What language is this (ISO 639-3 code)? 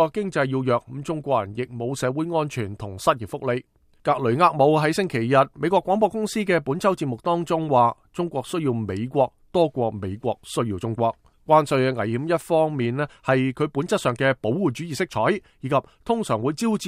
yue